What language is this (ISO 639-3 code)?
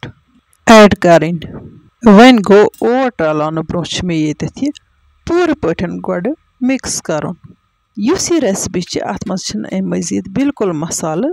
kas